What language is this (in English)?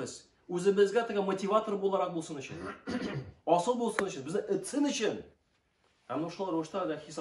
Tatar